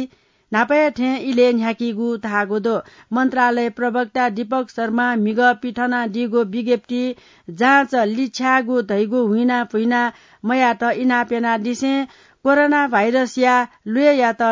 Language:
Newari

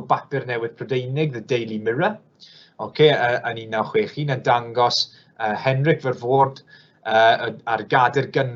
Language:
Welsh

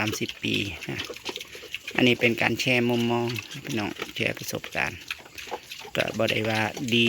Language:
Northeastern Thai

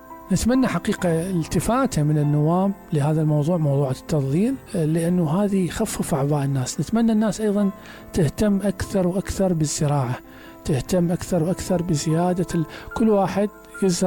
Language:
Mesopotamian Arabic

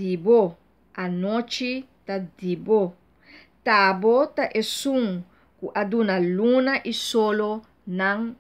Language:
Papiamento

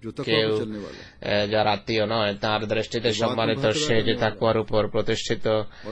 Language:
Bangla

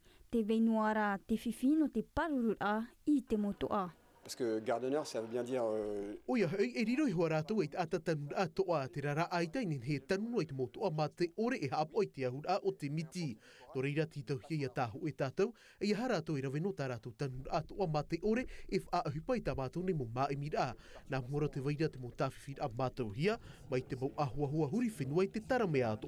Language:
Tahitian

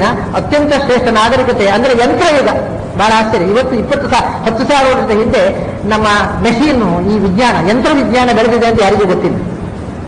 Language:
Kannada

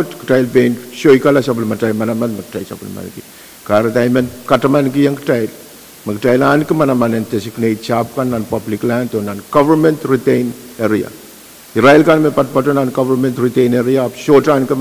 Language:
Pohnpeian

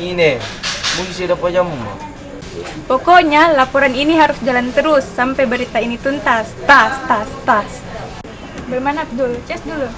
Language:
Makassar Malay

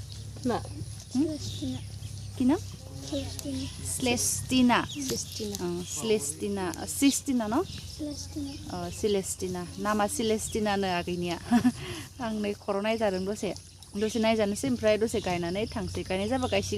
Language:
Bodo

